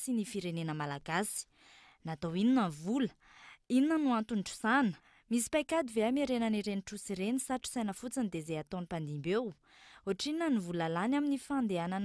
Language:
Malagasy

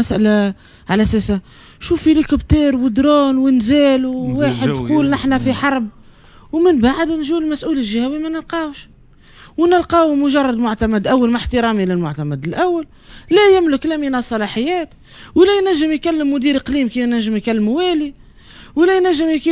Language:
Tunisian Arabic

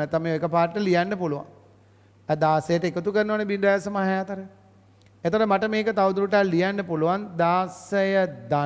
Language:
Sinhala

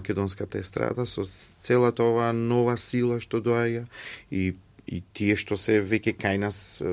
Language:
Macedonian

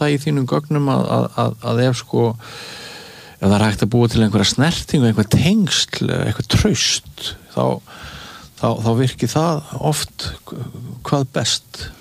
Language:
Icelandic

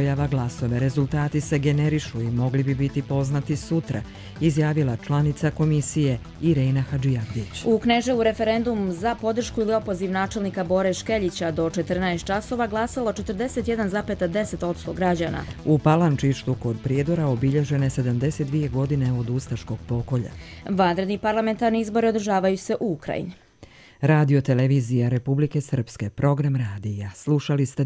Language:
Bosnian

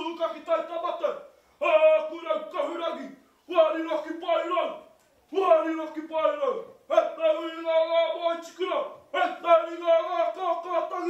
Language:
Māori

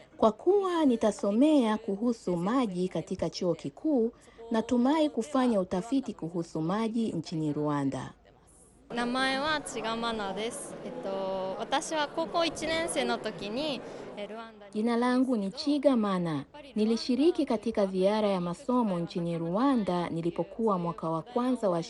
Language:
Swahili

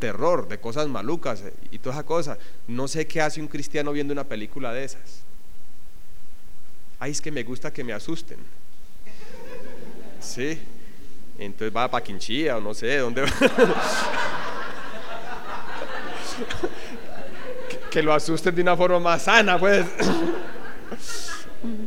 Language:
Spanish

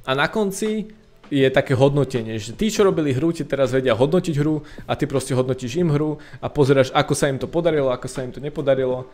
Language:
Slovak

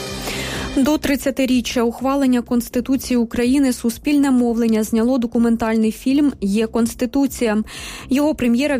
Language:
Ukrainian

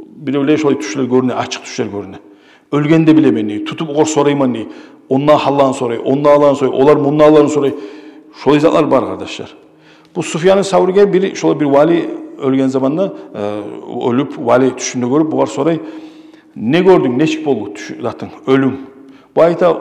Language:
Kumyk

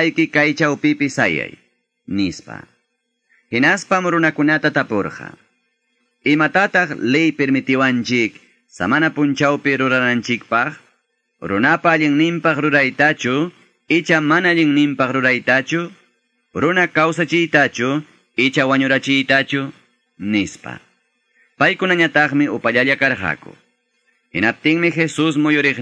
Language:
Quechua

